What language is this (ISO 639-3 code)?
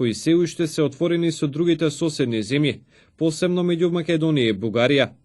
mkd